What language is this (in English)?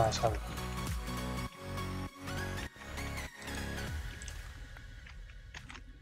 Turkish